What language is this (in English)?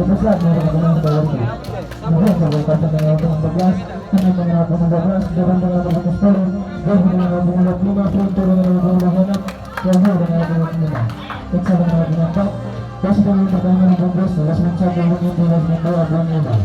Ambonese Malay